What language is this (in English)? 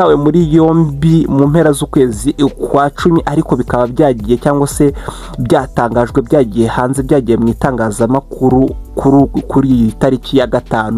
Kinyarwanda